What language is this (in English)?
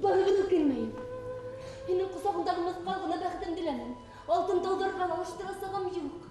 Bashkir